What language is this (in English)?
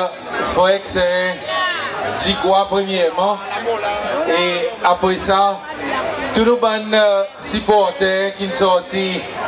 Seselwa Creole French